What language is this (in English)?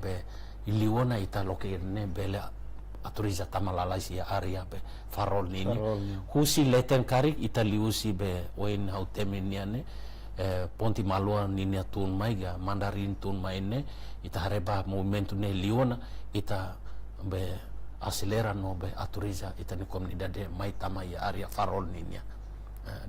Tetum